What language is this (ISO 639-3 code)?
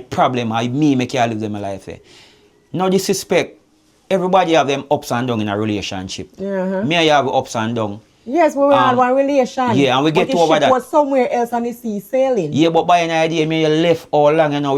jam